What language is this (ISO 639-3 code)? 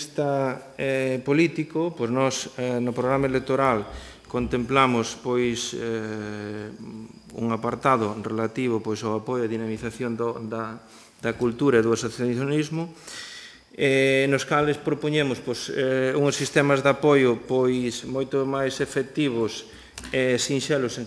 glg